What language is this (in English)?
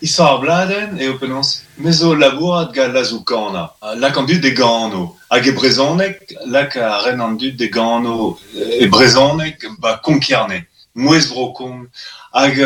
Breton